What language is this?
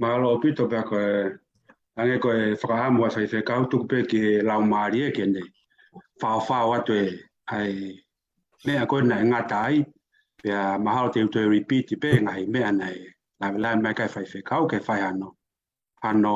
Tongan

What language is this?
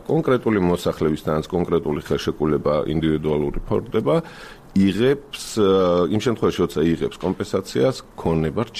Georgian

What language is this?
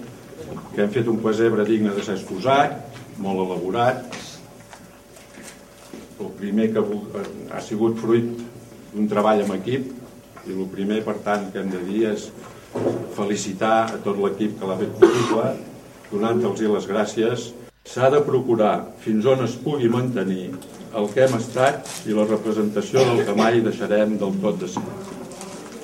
Catalan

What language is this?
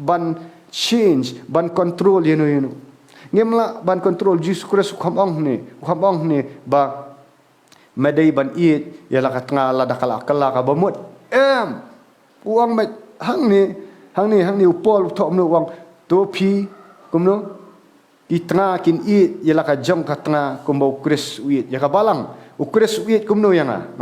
Khasi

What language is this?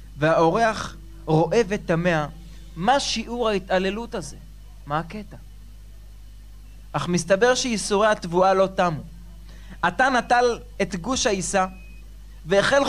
Hebrew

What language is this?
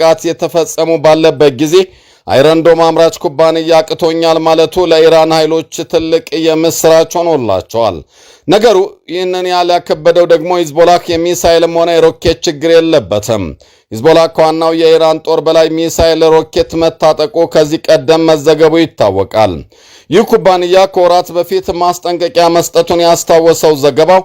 Amharic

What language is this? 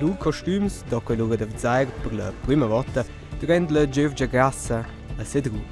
Romansh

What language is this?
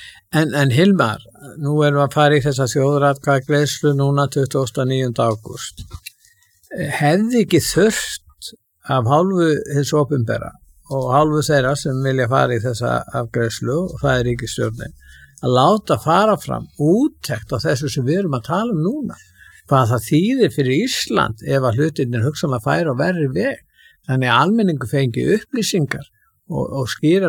Icelandic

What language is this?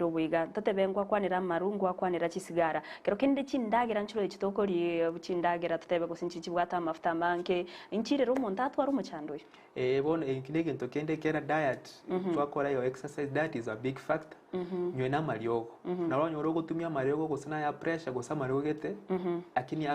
Gusii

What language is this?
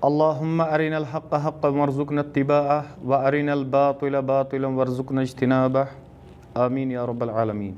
Kashmiri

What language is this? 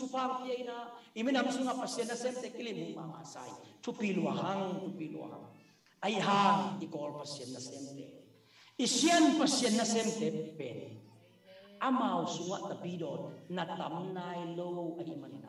Tedim Chin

